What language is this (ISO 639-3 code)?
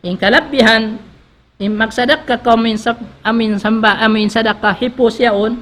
tsg